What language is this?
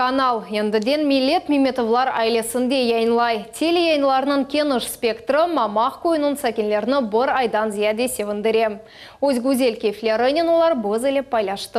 Crimean Tatar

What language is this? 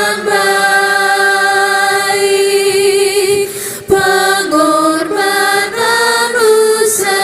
Ambonese Malay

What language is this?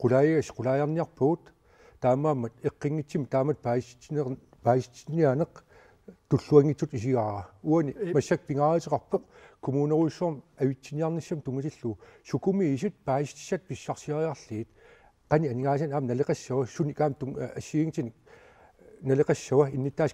Kalaallisut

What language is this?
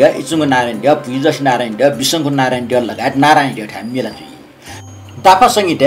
Newari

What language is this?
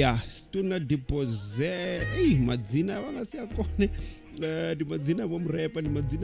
Venda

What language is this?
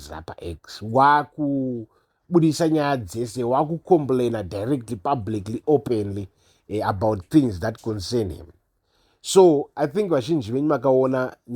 Shona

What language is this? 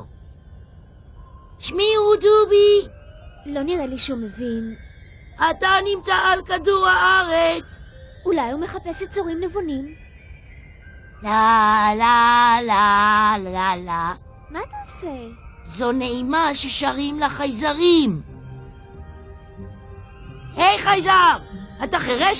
Hebrew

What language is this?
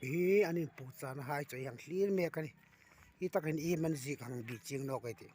Hmar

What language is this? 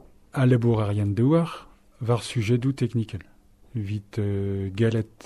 Breton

